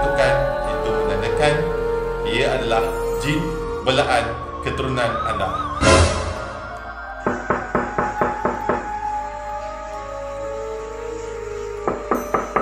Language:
Malay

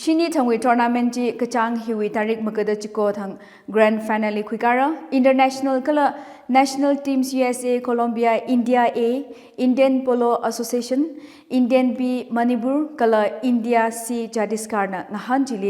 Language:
Tangkhul Naga (India)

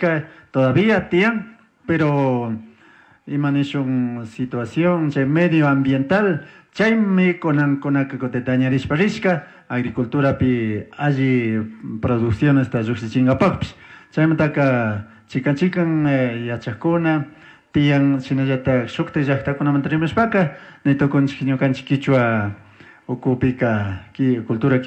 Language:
Chimborazo Highland Quichua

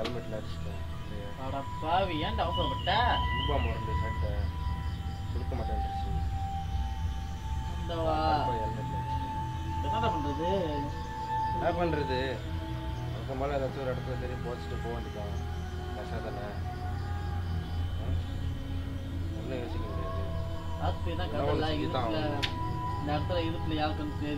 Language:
Tamil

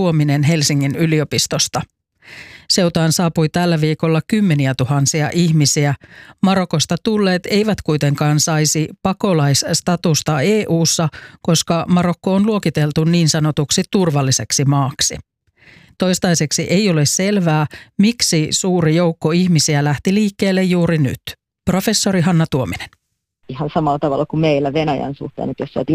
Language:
Finnish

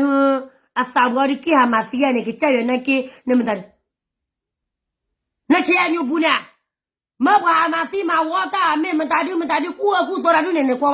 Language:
S'gaw Karen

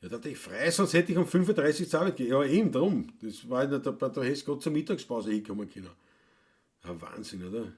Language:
Bavarian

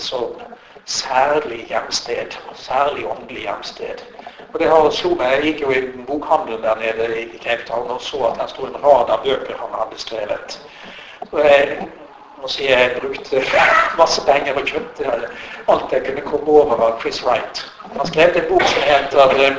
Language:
Norwegian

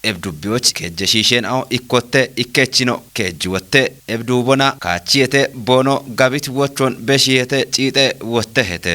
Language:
Kafa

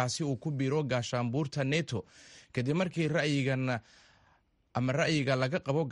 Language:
Somali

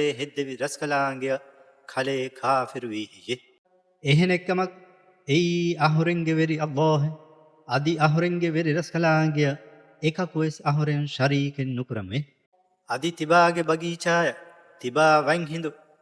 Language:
Divehi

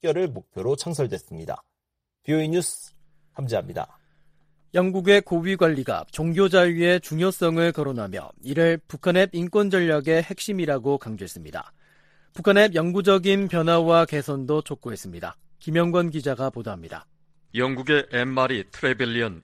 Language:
Korean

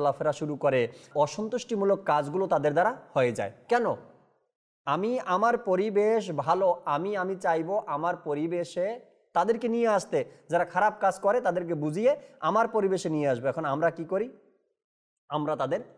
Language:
Bangla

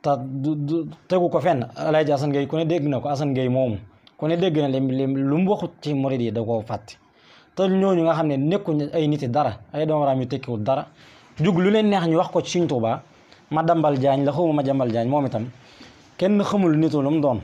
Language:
Wolof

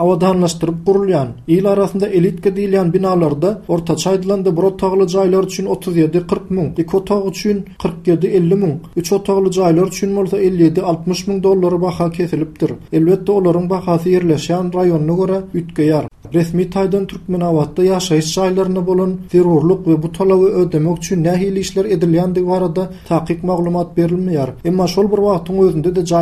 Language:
Turkmen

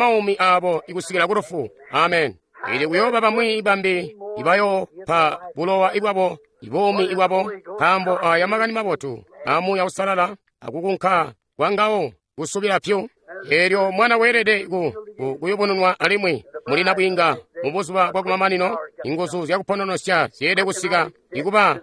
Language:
Tonga (Zambia)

